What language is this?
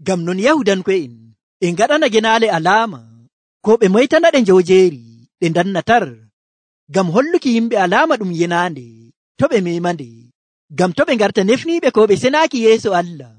Nigerian Fulfulde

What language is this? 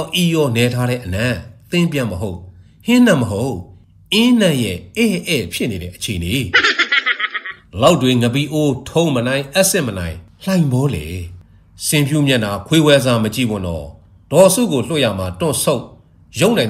Burmese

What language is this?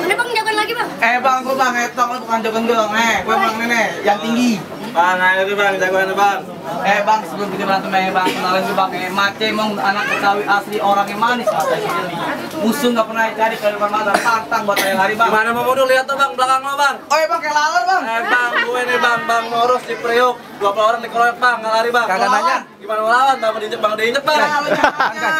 Betawi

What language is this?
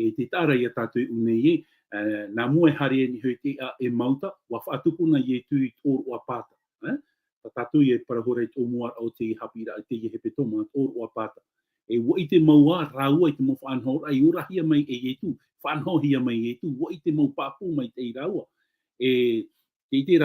Tahitian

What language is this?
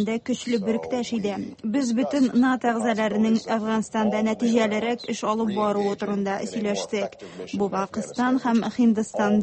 Tatar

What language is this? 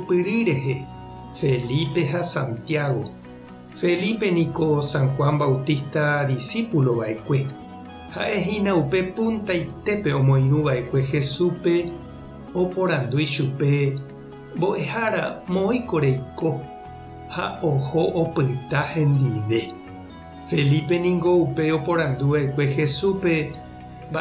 Guarani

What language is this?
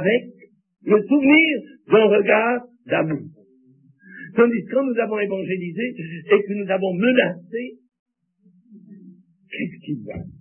French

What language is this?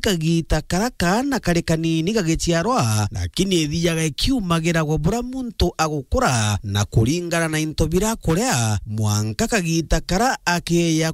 Meru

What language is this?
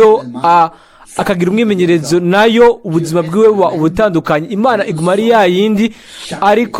Rundi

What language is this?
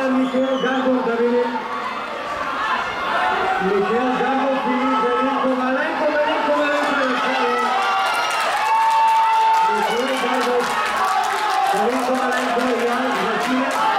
Bulgarian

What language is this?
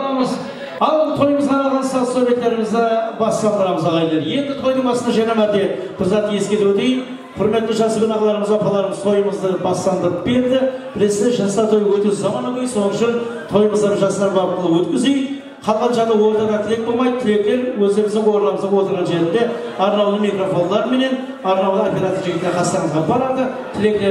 Kara-Kalpak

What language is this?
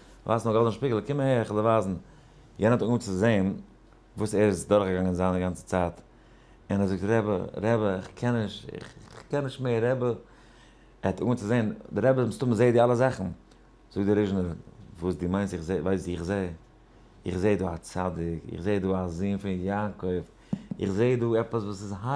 Yiddish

